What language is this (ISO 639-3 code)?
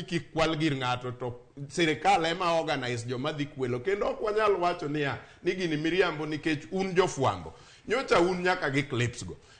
luo